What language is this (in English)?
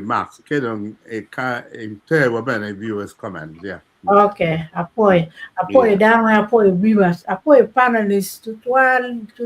Acoli